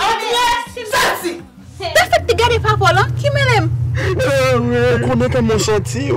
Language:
Haitian Creole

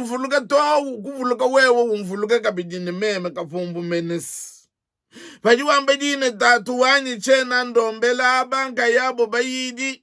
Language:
Luba-Lulua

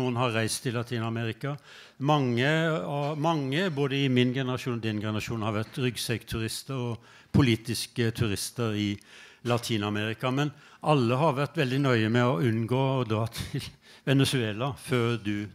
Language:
Norwegian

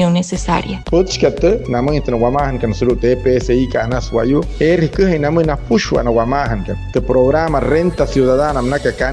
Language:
Wayuu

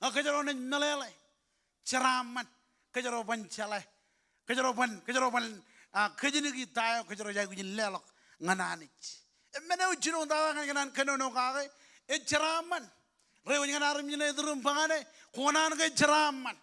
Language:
Marshallese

